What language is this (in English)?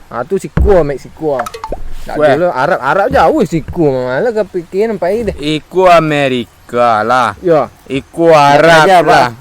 Minangkabau